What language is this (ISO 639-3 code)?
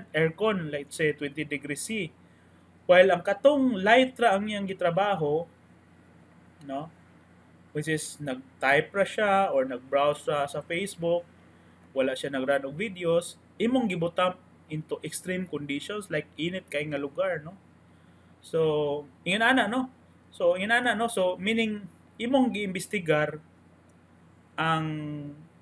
ceb